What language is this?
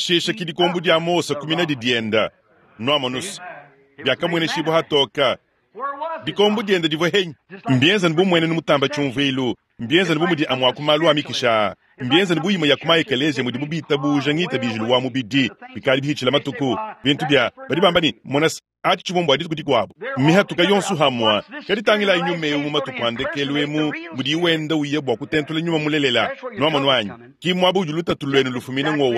Luba-Lulua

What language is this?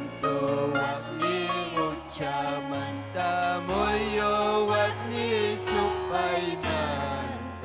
Ayacucho Quechua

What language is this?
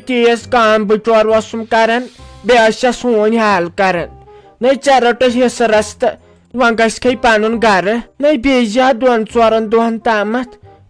Kashmiri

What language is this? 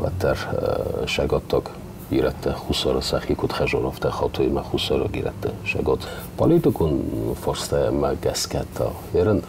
Ossetic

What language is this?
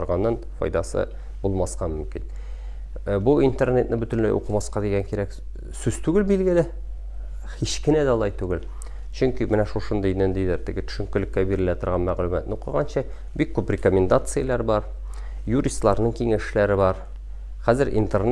Tatar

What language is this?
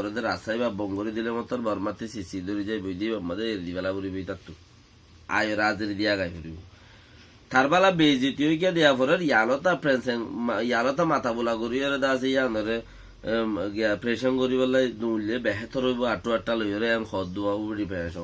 Rohingya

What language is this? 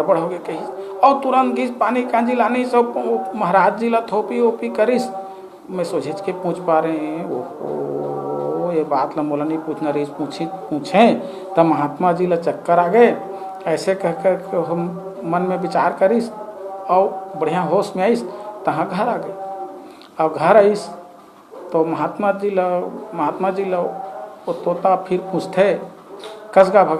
Chhattisgarhi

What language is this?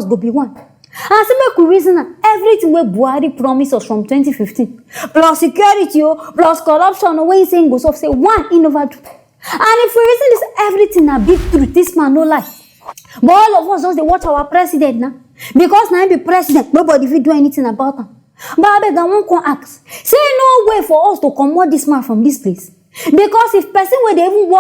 Nigerian Pidgin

